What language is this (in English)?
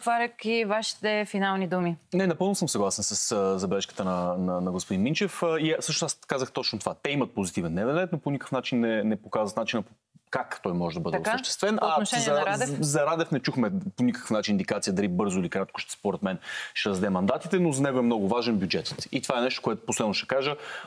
Bulgarian